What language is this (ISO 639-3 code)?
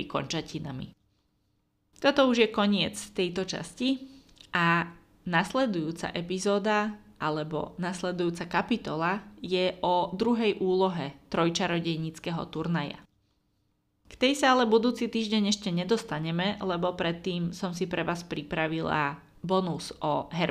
slk